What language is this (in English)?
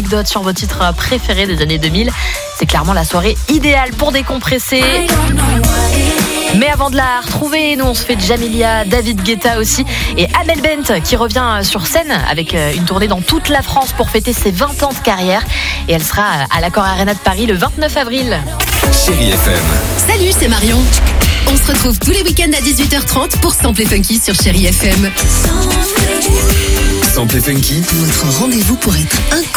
French